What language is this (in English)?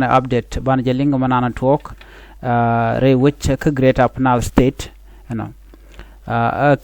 Nuer